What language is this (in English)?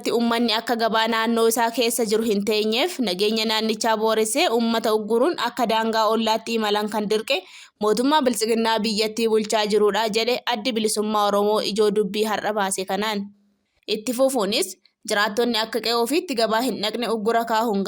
Oromo